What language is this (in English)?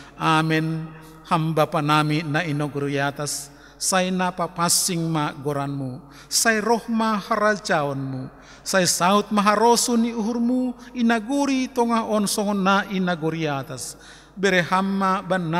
Batak Simalungun